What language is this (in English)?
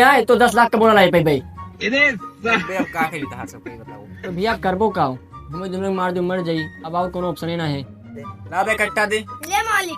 Awadhi